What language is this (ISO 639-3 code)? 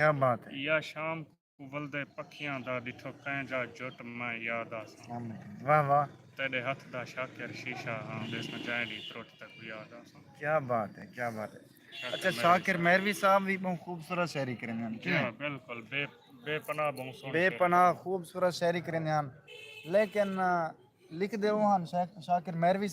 skr